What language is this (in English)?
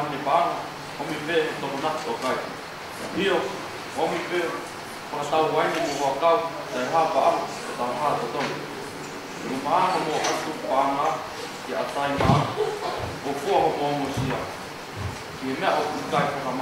Tongan